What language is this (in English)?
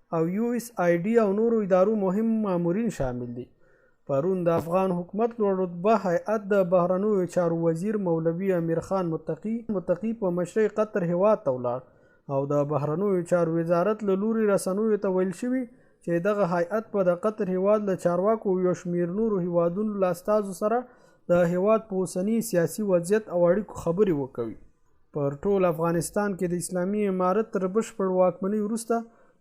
Pashto